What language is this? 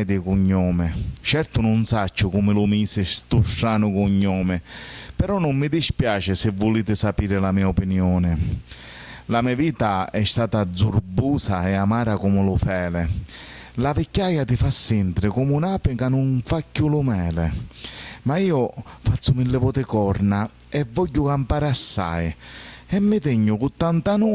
Sicilian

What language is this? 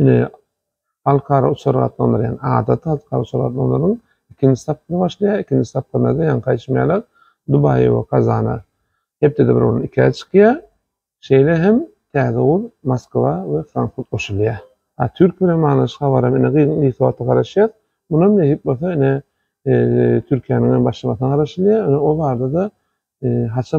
Turkmen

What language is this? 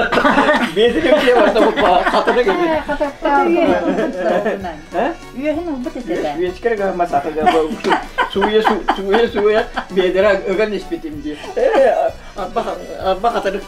Yakut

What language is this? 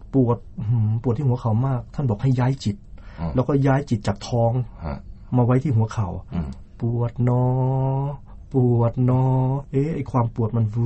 Thai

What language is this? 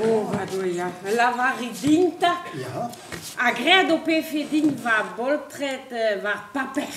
Breton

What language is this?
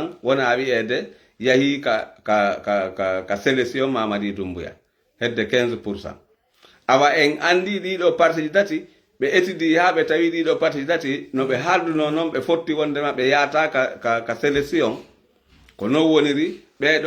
Fula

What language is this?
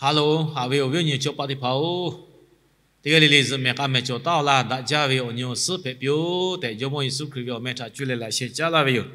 Lahu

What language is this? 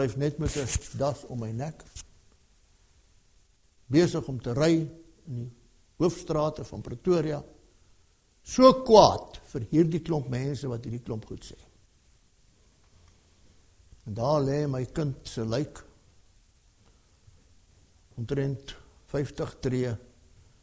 Afrikaans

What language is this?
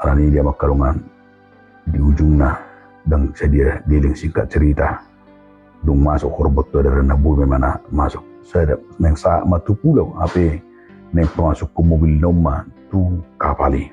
Batak Toba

